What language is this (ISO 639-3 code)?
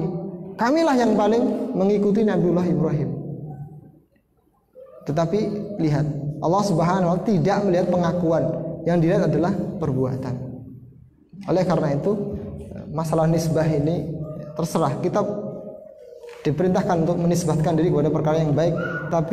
ind